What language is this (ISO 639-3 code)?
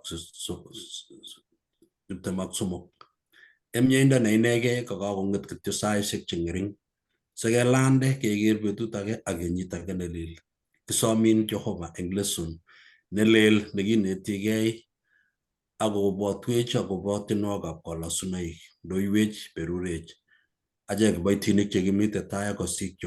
kln